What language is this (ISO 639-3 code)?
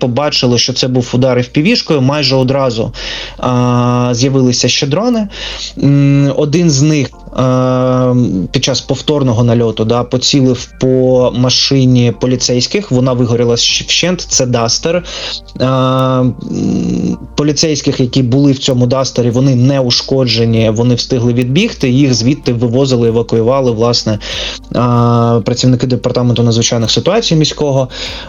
ukr